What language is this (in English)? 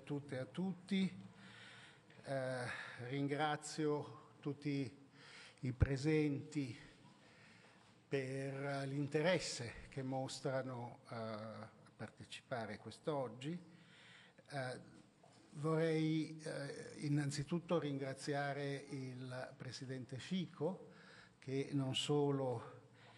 Italian